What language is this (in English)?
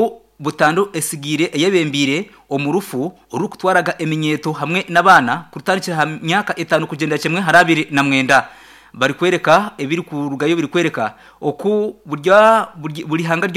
Nyankole